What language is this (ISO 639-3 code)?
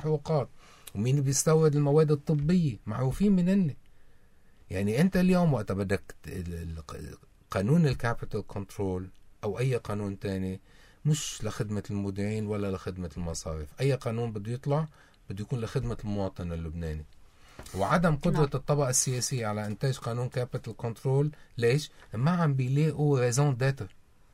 apc